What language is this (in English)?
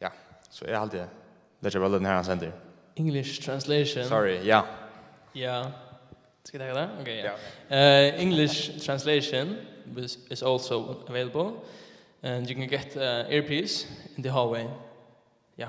Faroese